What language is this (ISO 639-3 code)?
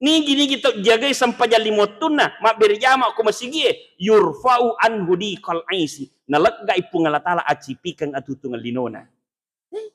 bug